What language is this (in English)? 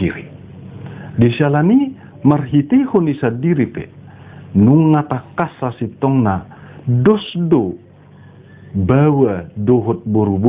Batak Toba